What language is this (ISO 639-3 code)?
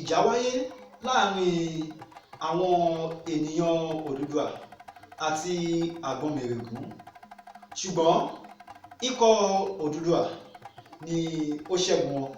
yor